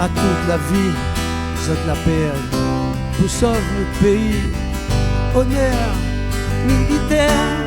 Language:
Réunion Creole French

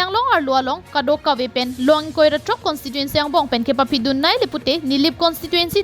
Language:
Karbi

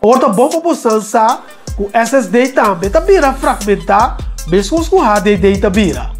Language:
Papiamento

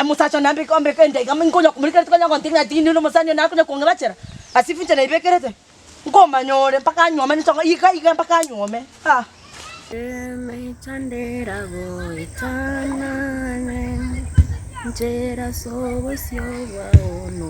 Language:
Gusii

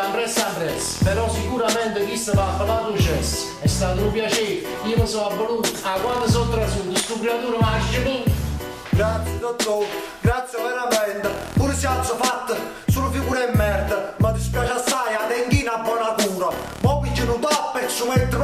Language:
Neapolitan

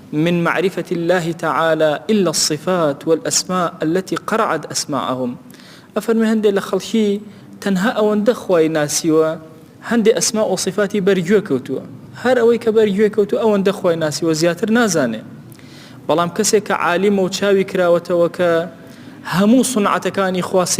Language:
Central Kurdish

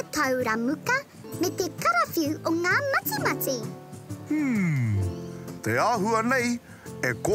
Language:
Māori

